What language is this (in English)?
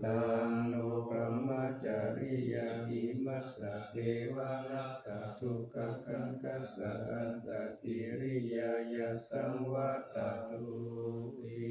Pali